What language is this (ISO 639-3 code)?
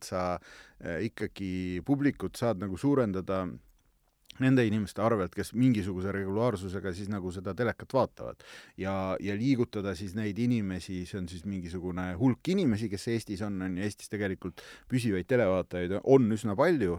est